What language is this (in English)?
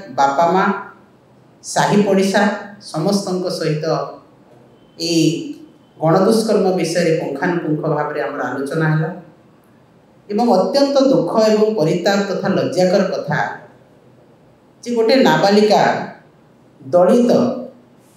Odia